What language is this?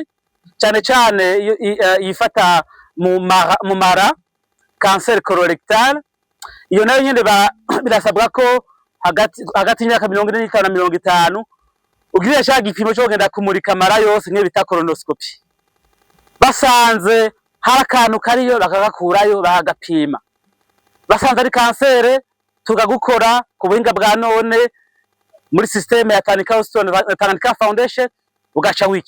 Rundi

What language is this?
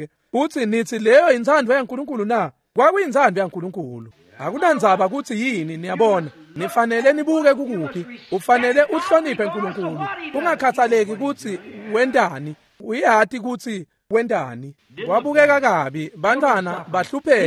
Swati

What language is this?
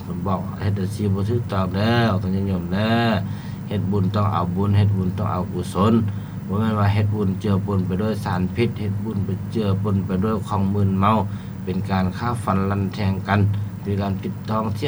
Lao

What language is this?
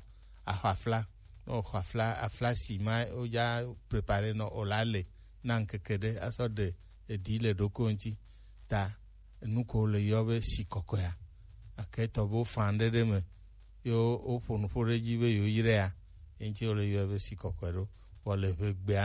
Gen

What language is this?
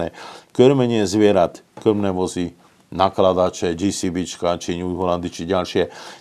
Slovak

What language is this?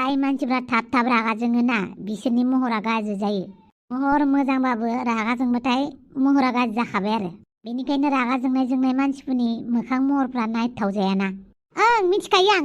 Bodo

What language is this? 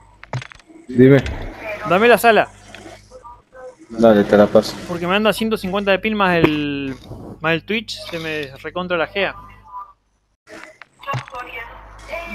Spanish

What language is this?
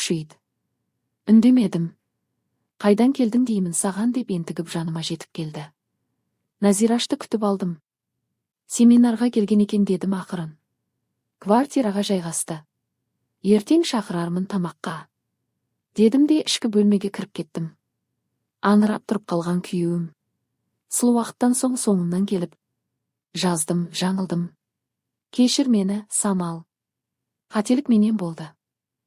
Kazakh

